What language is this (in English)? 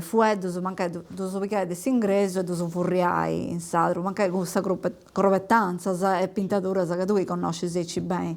Sardinian